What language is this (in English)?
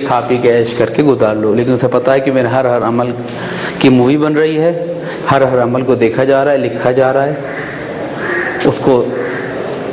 Urdu